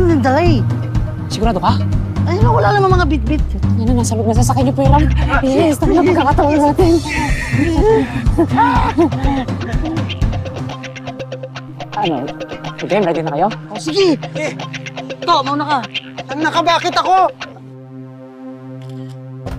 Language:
Filipino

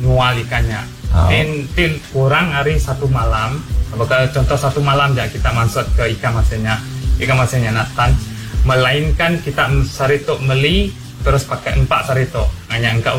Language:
Iban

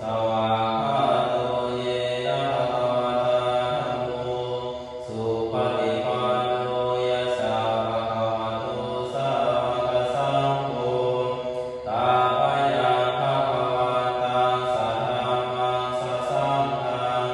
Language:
Pali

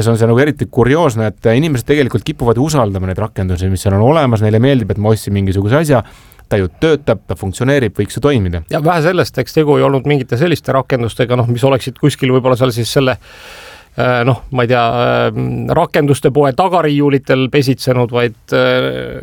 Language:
Estonian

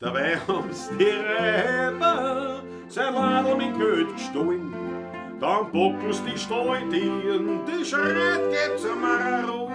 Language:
Bavarian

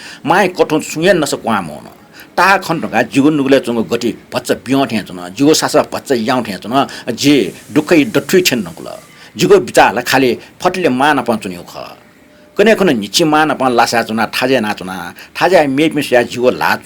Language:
Newari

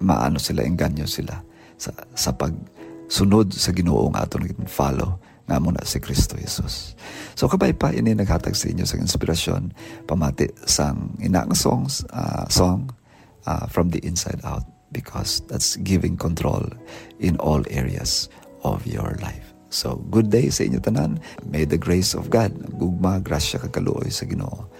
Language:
Hiligaynon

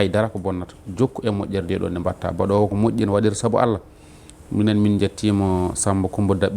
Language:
Fula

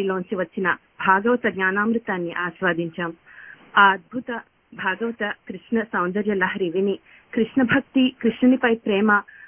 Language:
Telugu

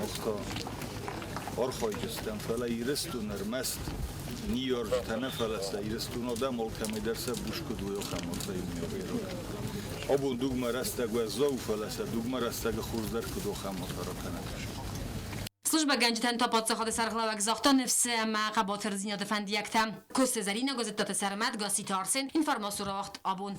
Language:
Ossetic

